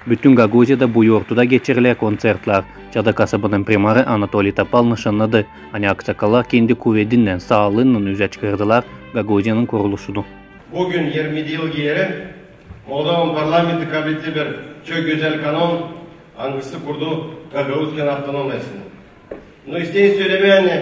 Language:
Gagauz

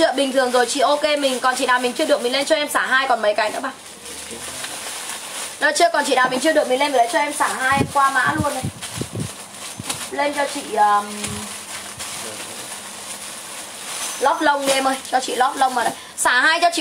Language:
Vietnamese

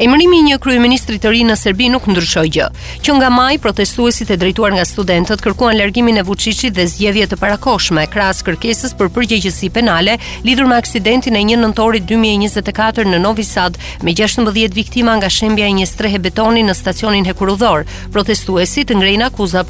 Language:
Albanian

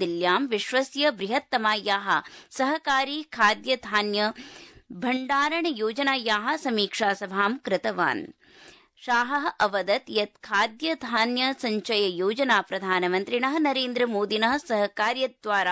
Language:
Sanskrit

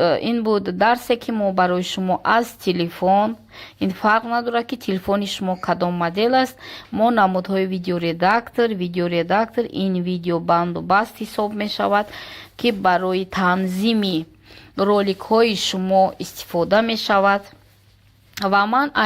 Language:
Tajik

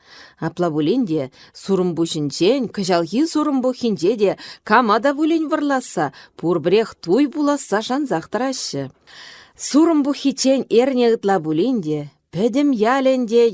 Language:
Chuvash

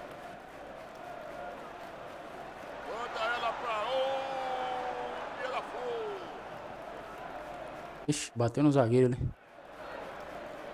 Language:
Portuguese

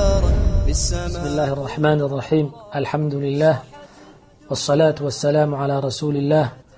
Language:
Somali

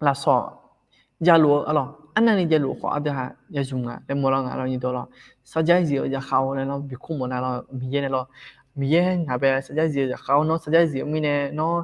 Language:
Akha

